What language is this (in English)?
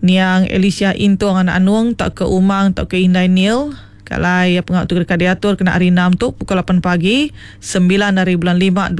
Iban